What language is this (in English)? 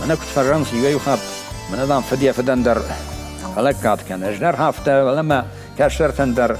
Ossetic